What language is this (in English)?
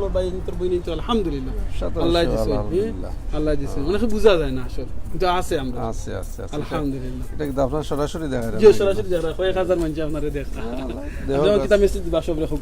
Sylheti